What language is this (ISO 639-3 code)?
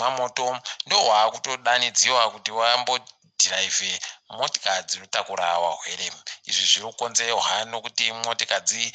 ndc